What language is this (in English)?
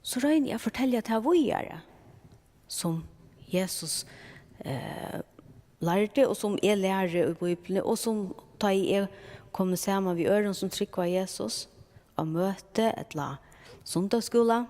Faroese